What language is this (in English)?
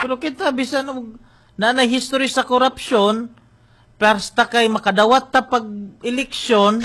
Cebuano